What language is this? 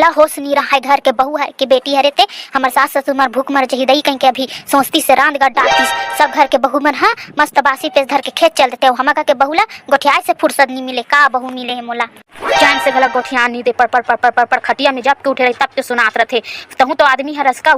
Chhattisgarhi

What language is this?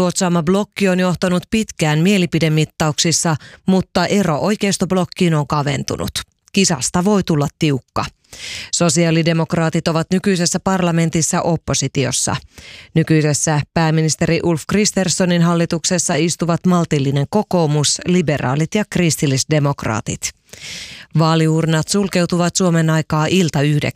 Finnish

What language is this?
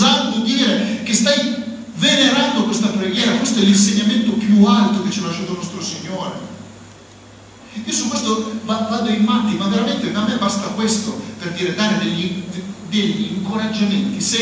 Italian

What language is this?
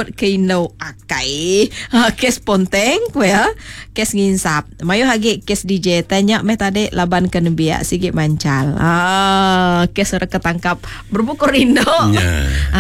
Iban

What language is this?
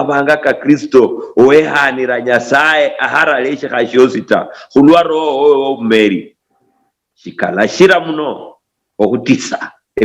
Luyia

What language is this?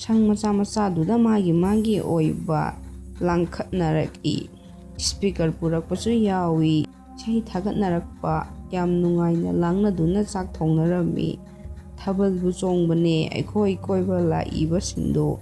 Manipuri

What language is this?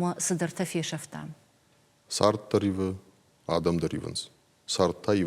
Ossetic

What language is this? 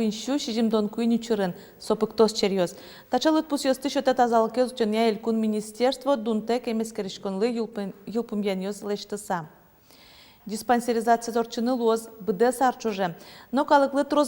Udmurt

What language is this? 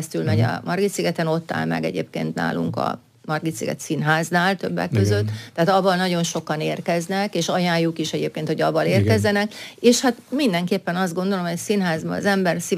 Hungarian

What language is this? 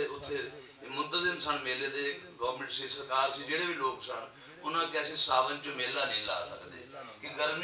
Western Panjabi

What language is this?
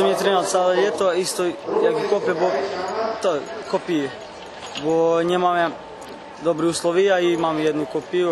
Rusyn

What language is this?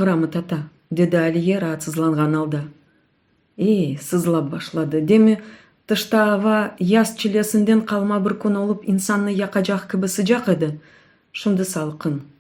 Crimean Tatar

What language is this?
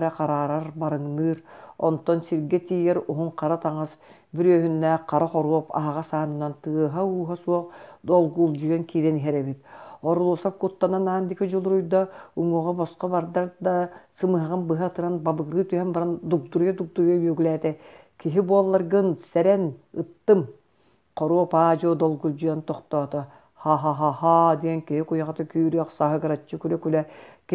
Yakut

